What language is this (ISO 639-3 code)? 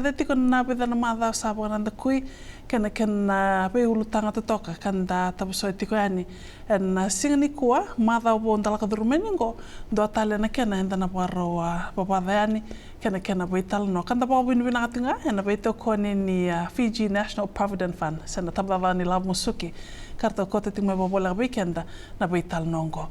fij